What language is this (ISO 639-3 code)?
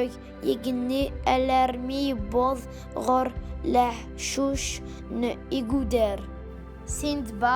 kab